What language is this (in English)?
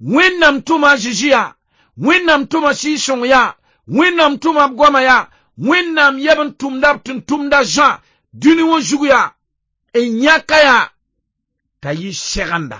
Mossi